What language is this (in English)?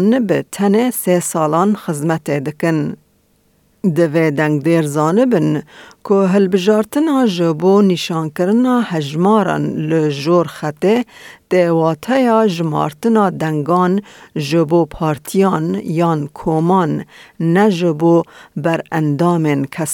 Kurdish